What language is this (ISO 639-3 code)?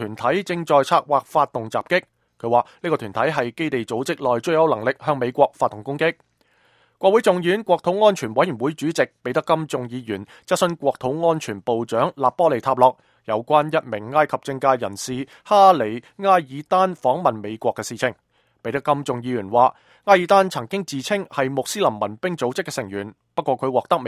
yue